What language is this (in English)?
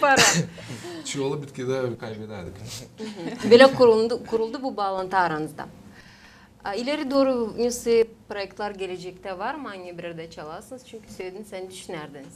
Gagauz